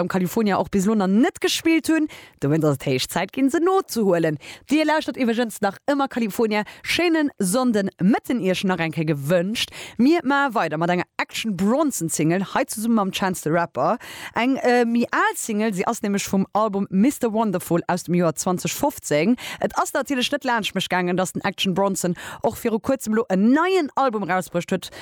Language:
Luxembourgish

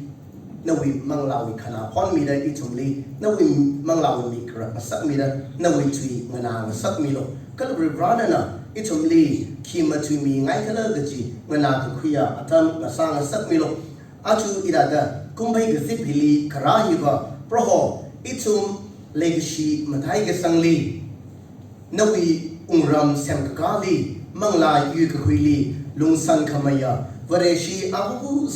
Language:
Tangkhul Naga (India)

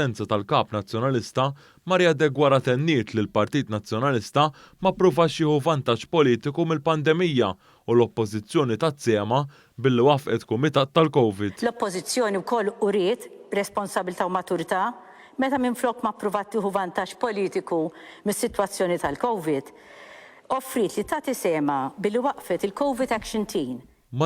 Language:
Maltese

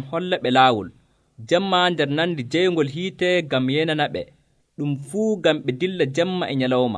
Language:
Nigerian Fulfulde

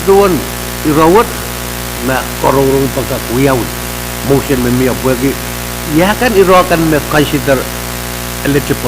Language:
Pohnpeian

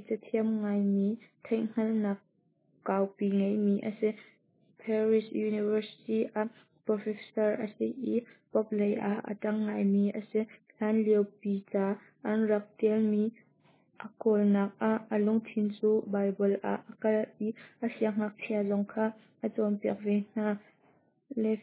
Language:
Hakha Chin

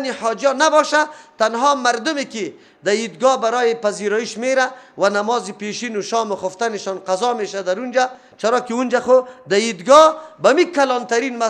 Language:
Persian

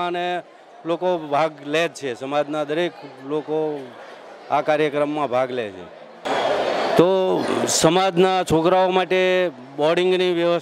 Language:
Gujarati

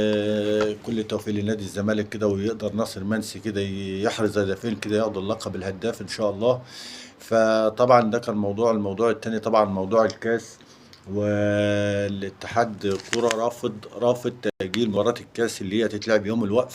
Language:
Egyptian Arabic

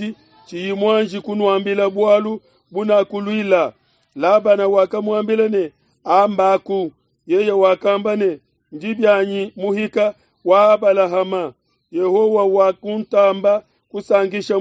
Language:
Luba-Lulua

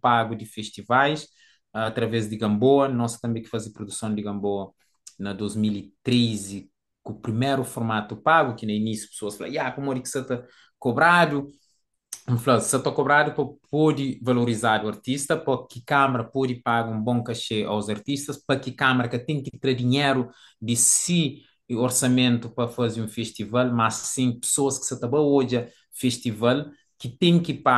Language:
Kabuverdianu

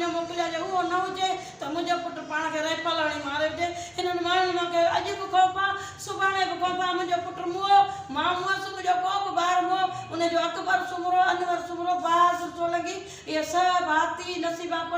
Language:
Sindhi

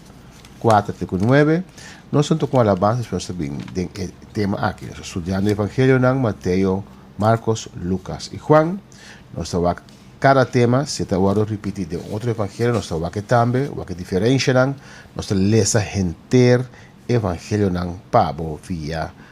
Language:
Papiamento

